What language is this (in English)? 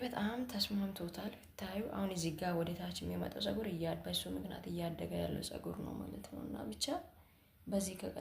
Amharic